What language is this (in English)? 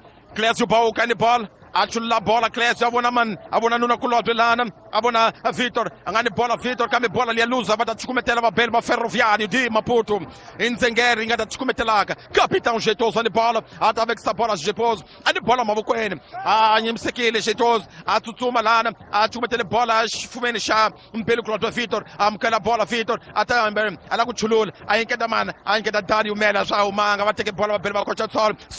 Tsonga